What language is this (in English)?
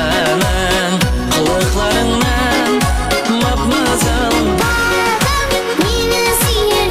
Kara-Kalpak